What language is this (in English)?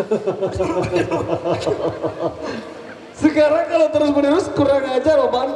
Sasak